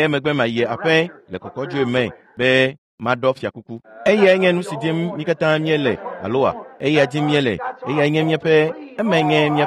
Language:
Ewe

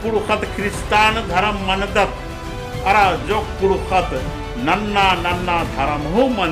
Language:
Kurukh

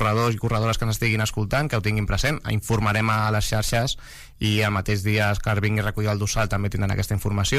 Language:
Catalan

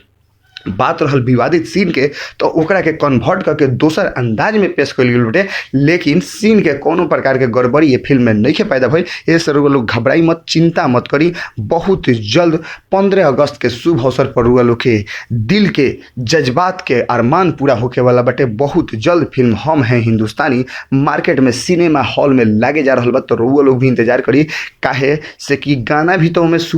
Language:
Bhojpuri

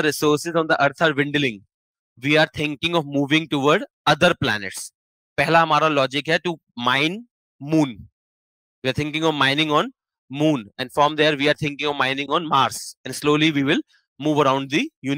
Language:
English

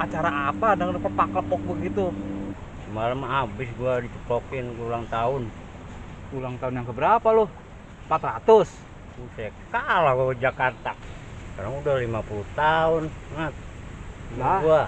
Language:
Betawi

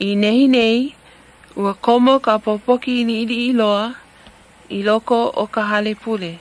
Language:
Hawaiian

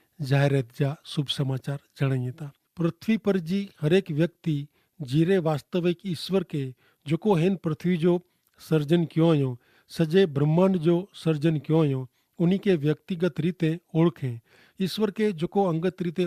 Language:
Kachhi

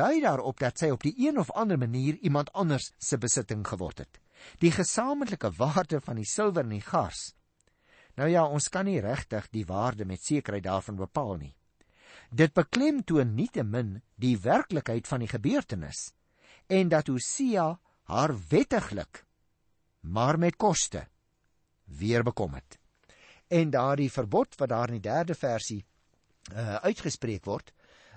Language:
Afrikaans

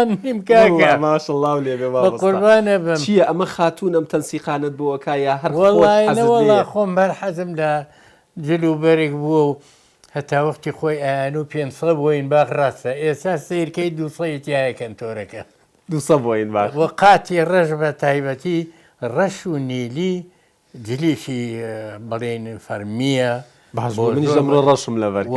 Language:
Central Kurdish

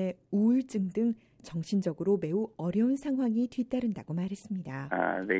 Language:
Korean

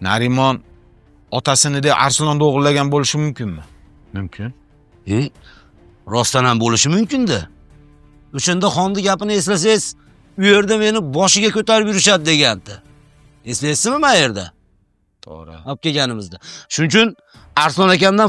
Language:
Uzbek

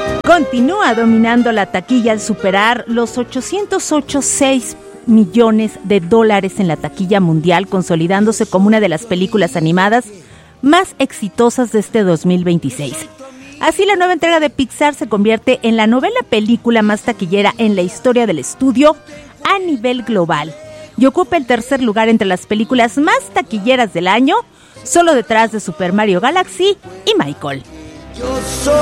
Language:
Spanish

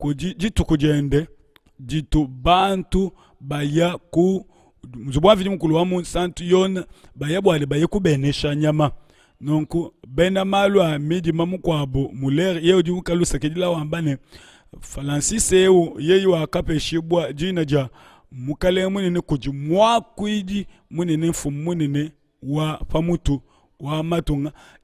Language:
Luba-Lulua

